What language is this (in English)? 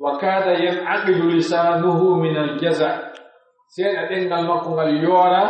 Pular